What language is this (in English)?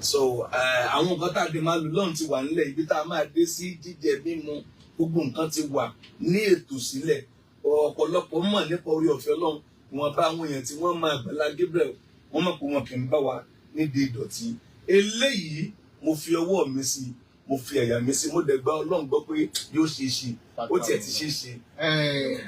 Yoruba